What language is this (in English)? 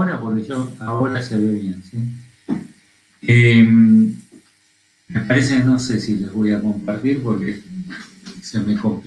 Spanish